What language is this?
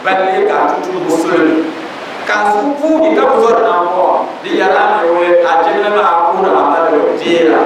Dagbani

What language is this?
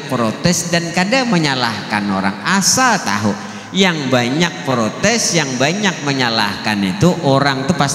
Banjar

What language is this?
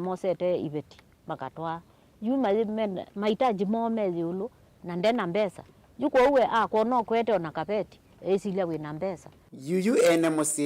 Kamba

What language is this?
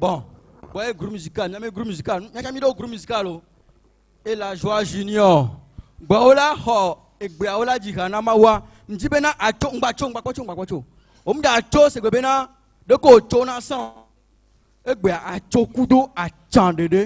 Ewe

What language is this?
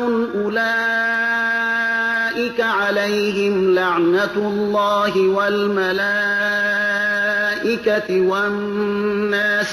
Persian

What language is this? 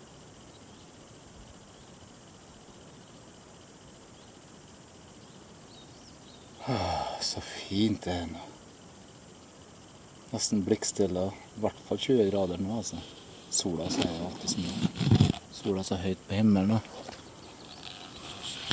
Norwegian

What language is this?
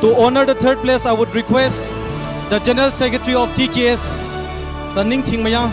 Tangkhul Naga (India)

